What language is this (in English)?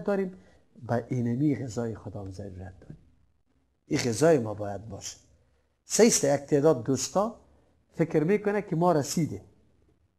Persian